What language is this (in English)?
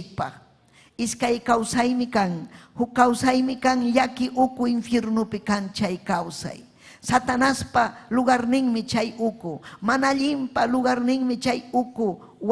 Ayacucho Quechua